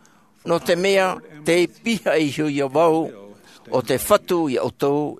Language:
Tahitian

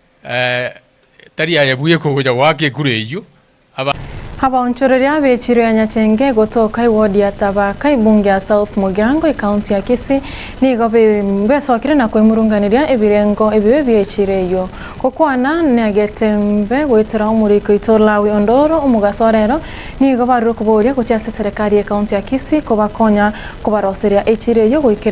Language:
Gusii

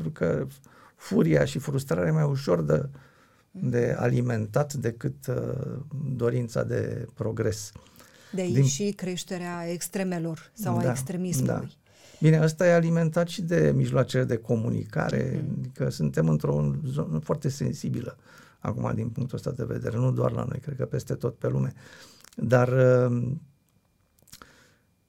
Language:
Romanian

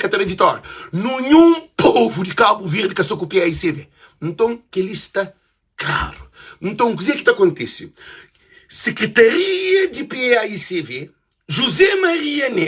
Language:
Kabuverdianu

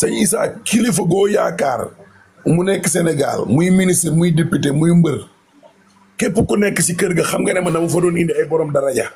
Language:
Wolof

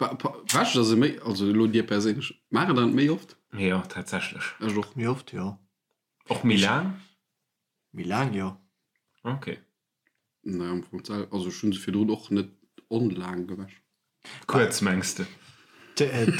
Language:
Luxembourgish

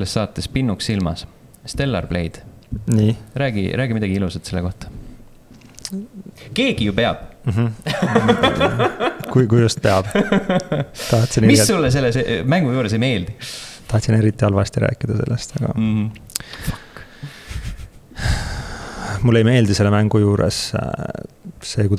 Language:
Estonian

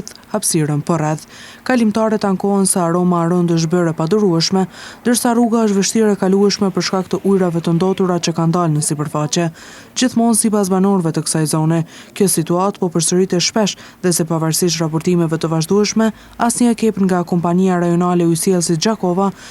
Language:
Albanian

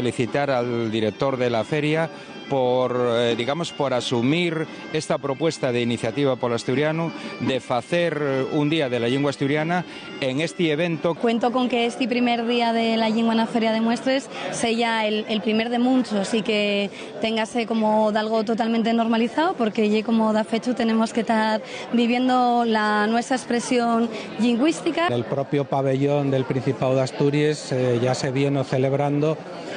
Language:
Asturian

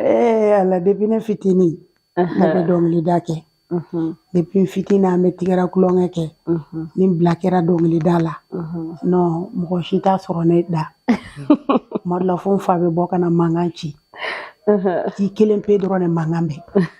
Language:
Bambara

